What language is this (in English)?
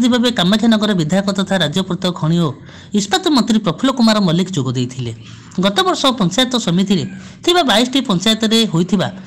Odia